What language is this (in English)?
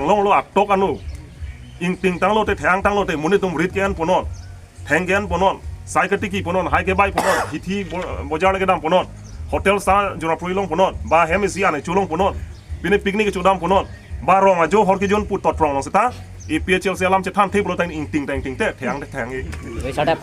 Karbi